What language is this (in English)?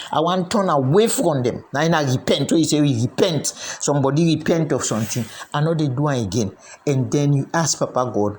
Krio